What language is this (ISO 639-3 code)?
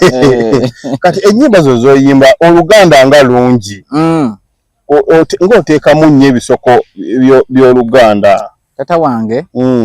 lug